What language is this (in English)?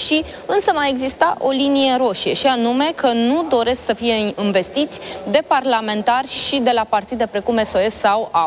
Romanian